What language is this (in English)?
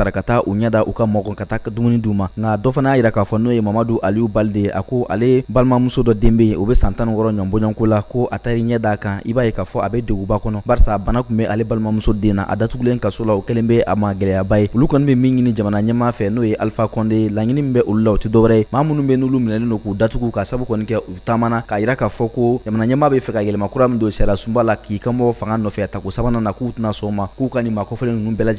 Bambara